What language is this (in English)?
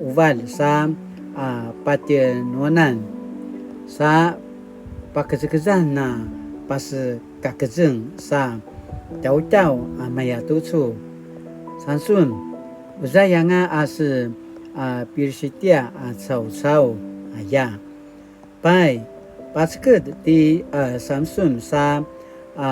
Paiwan